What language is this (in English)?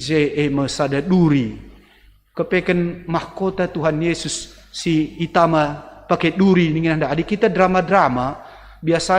Batak Karo